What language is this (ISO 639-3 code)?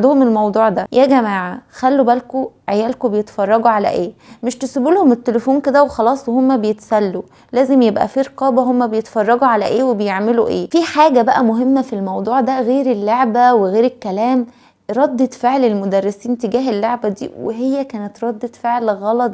arz